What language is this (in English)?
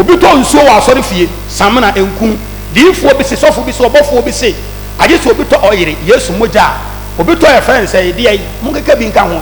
Akan